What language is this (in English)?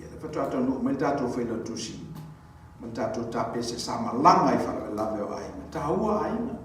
Samoan